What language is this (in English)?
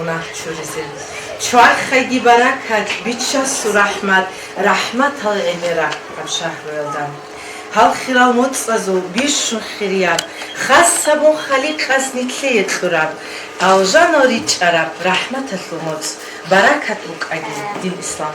Avaric